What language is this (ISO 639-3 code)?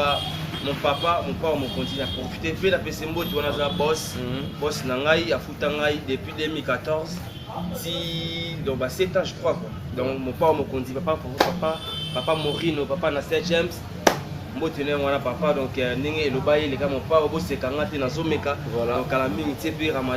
lin